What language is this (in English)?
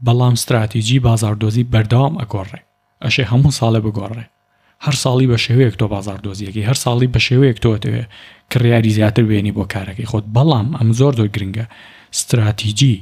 Central Kurdish